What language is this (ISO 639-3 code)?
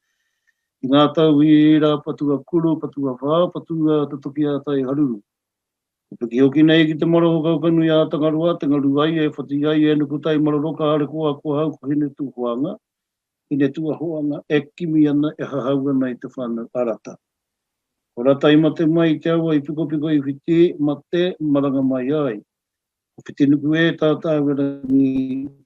mri